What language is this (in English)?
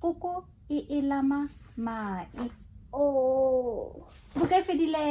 Tswana